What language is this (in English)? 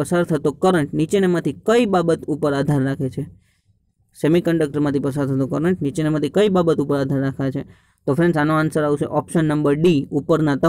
Gujarati